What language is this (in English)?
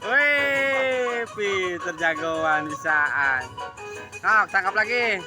Betawi